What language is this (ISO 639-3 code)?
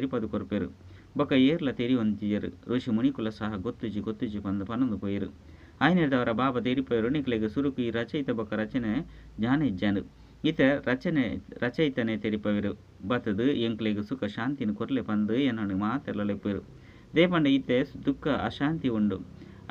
tcy